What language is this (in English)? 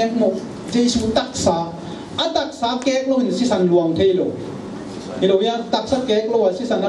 Tedim Chin